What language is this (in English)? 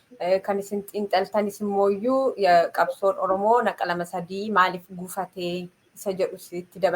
Oromo